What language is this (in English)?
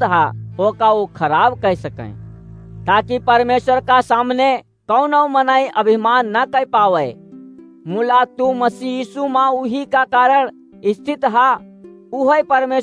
Awadhi